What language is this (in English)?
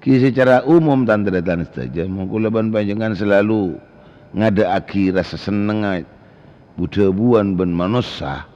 Madurese